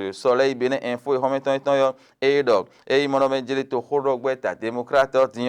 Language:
Fon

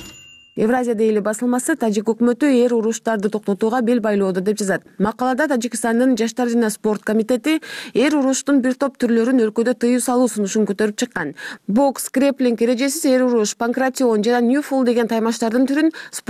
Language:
Kyrgyz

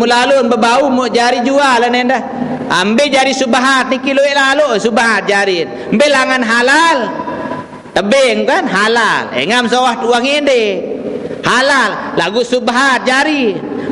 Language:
Sasak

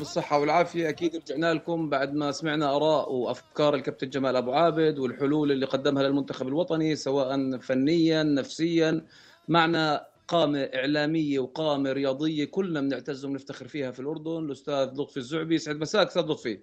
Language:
North Levantine Arabic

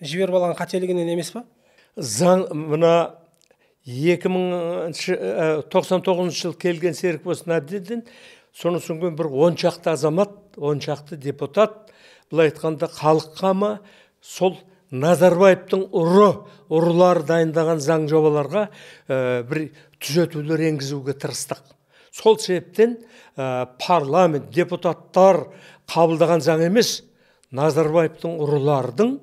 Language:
Kazakh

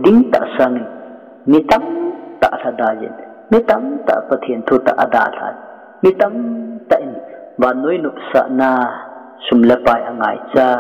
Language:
Thado Chin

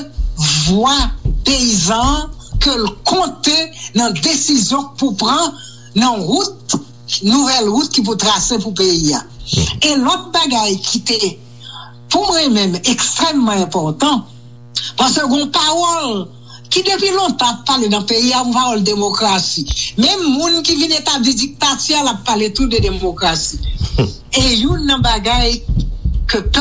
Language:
Haitian Creole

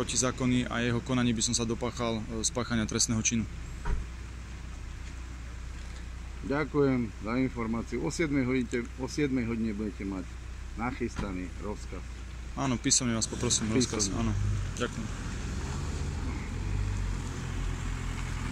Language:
Slovak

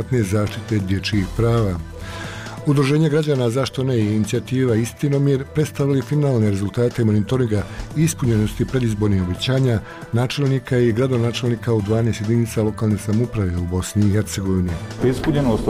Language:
Bosnian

